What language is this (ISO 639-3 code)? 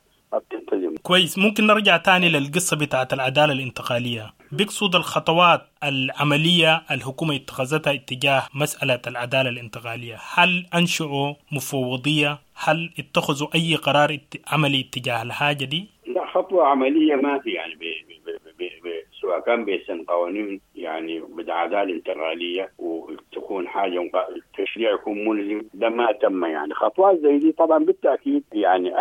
apd